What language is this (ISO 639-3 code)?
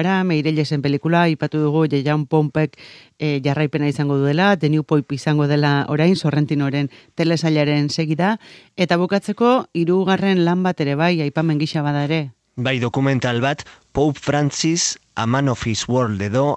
eus